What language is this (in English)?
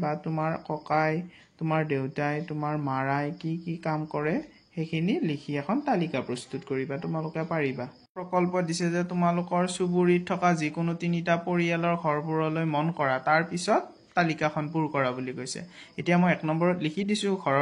Assamese